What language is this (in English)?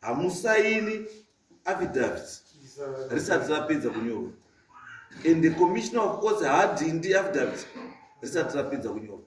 Shona